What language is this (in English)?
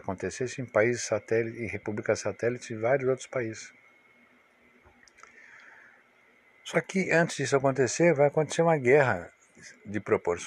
Portuguese